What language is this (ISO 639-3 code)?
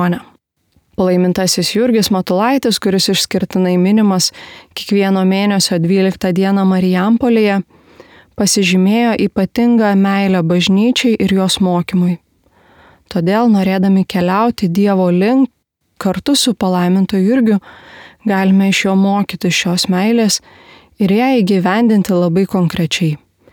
lit